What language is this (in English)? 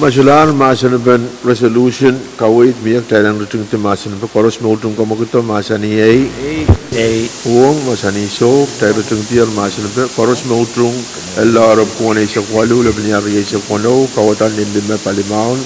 Pohnpeian